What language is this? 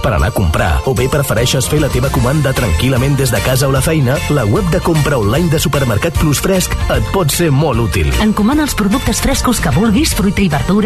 Catalan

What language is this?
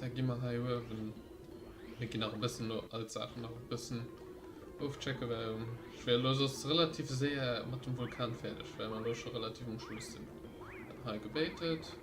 Luxembourgish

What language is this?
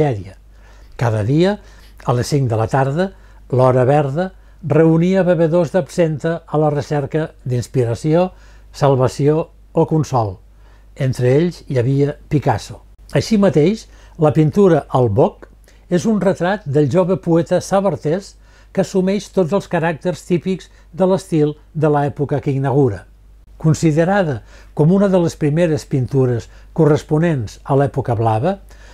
Catalan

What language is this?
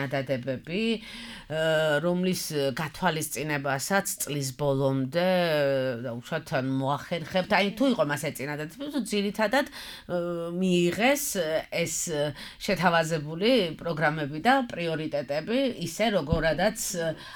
Georgian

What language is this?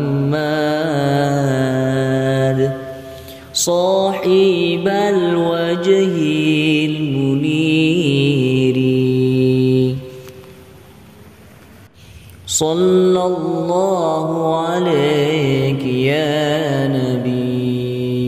Arabic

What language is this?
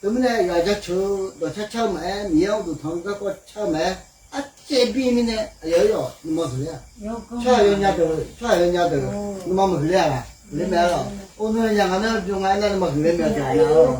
Akha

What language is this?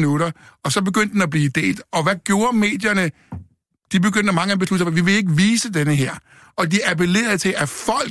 Danish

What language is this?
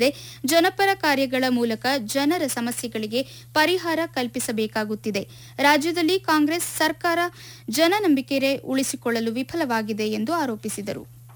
Kannada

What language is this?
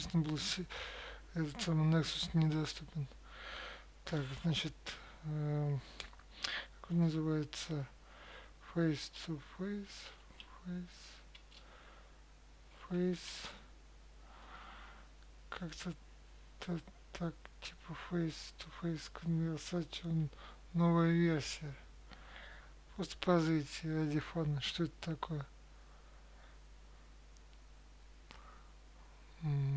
Russian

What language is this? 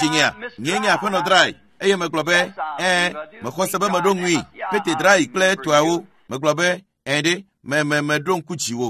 Ewe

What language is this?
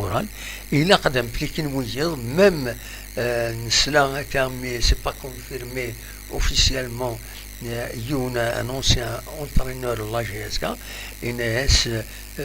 Kabyle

